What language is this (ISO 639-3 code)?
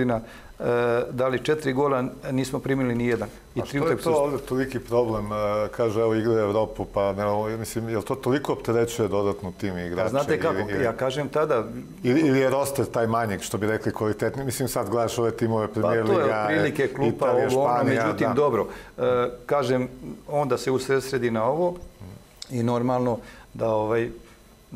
srp